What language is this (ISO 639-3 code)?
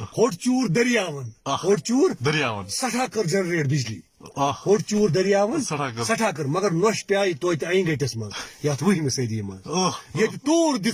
kas